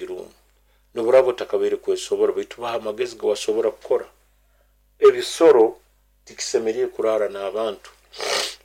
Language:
Nyoro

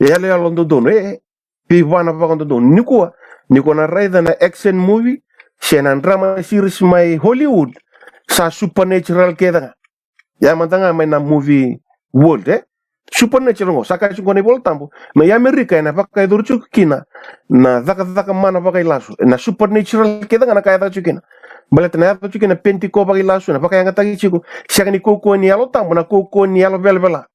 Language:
Fijian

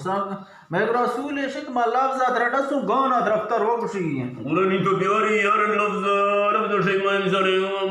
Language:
Eastern Balochi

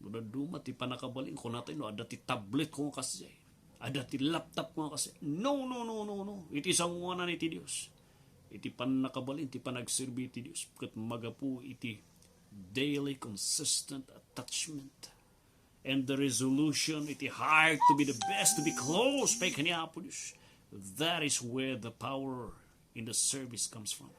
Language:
Iloko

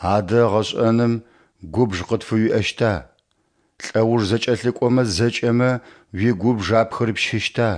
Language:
Adyghe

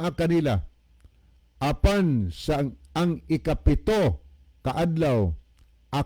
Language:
Cebuano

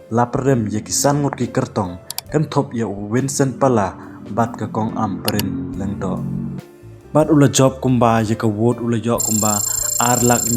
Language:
Khasi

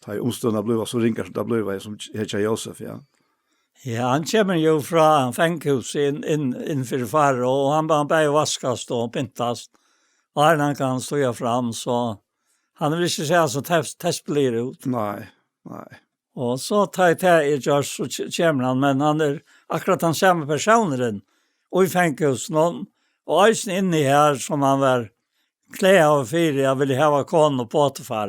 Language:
Faroese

